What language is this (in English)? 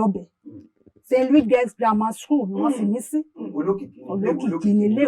Yoruba